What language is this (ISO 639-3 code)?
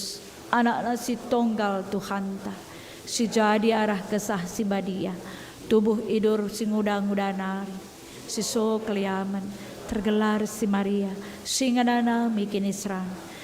btx